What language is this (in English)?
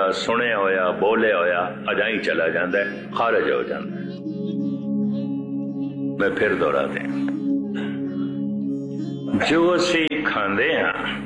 Punjabi